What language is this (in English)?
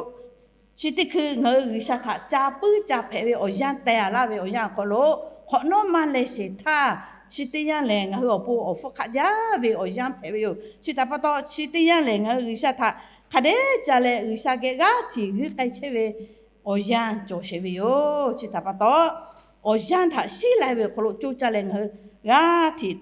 Lahu